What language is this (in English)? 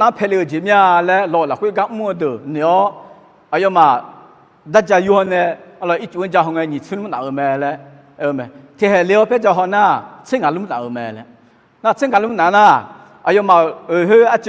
Akha